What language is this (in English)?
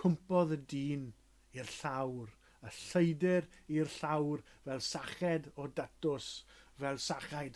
Welsh